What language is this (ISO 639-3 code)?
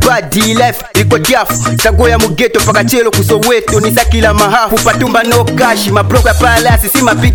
swa